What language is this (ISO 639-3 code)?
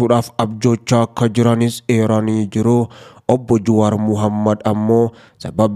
orm